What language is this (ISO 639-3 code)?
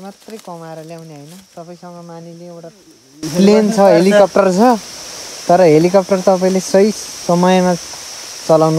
nep